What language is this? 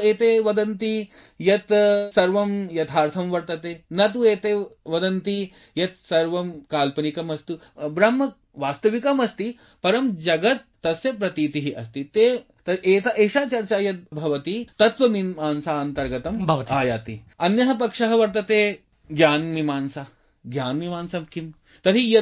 Sanskrit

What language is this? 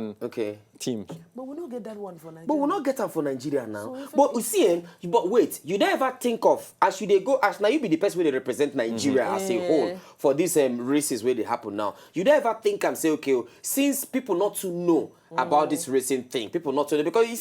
Nigerian Pidgin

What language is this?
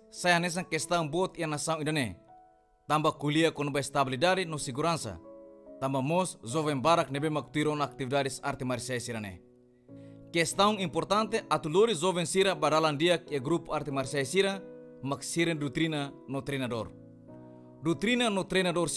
Tetum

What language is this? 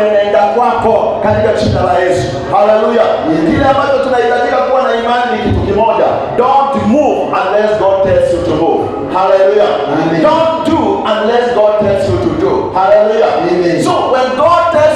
Swahili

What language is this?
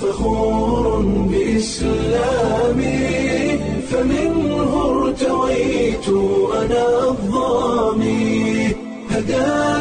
Somali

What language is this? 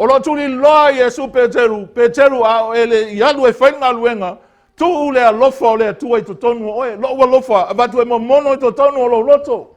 Samoan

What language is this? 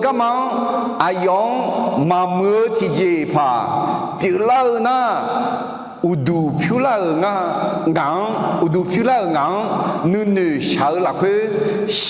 Akha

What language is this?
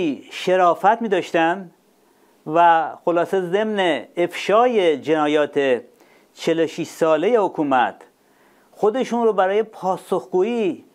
Persian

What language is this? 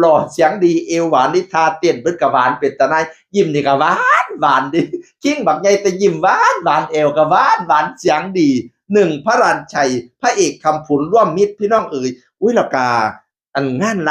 Northeastern Thai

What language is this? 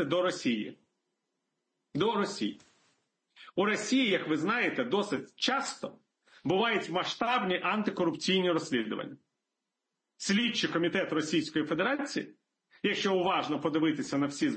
Ukrainian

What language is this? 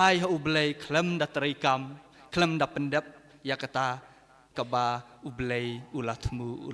Khasi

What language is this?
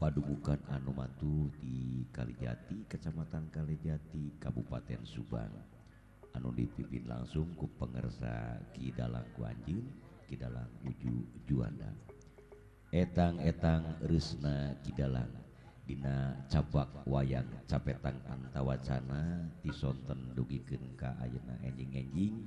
Sundanese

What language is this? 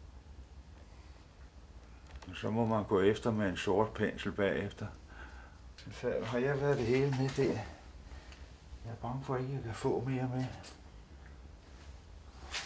Danish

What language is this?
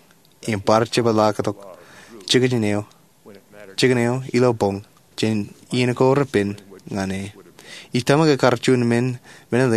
Marshallese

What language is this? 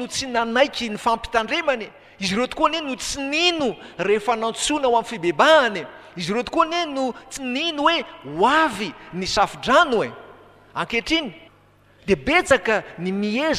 Malagasy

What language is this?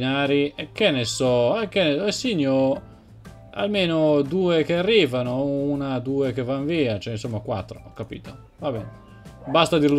Italian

